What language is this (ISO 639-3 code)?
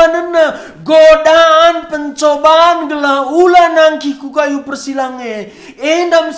btx